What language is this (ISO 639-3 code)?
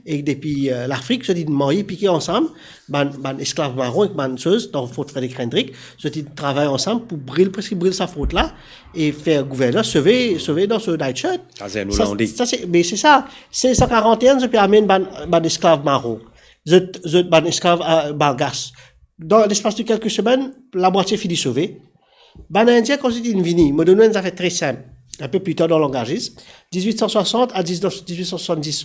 mfe